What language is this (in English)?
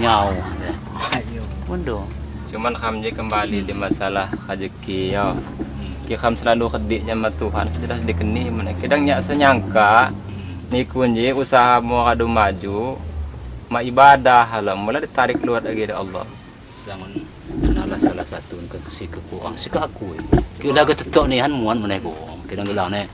Lampung Api